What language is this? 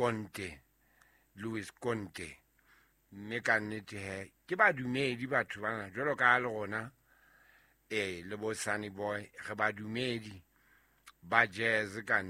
Southern Sotho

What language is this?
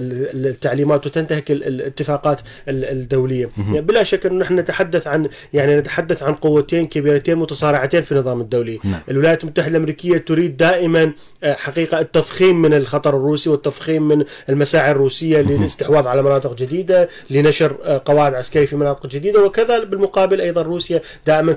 Arabic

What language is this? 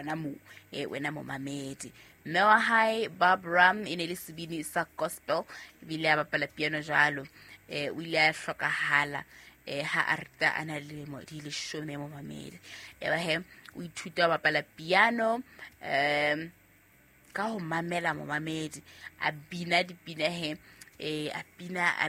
Southern Sotho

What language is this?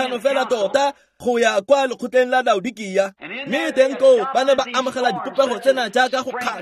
Tswana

